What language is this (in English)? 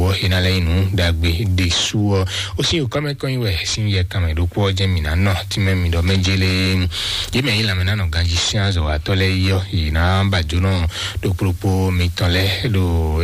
Fon